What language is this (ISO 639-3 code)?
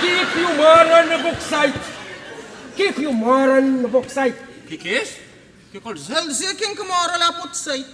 kea